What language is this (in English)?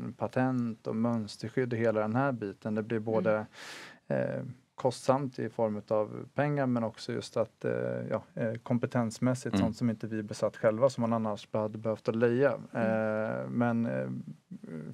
Swedish